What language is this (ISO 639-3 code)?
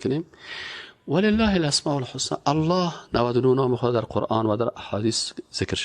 fas